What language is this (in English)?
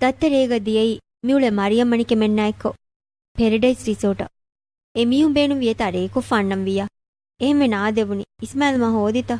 Divehi